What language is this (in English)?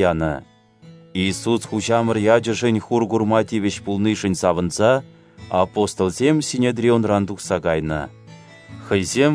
Chuvash